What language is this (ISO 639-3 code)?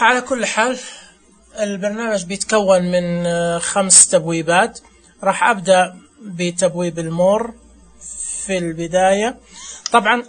ars